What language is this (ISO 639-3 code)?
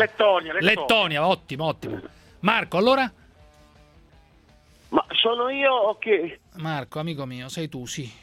ita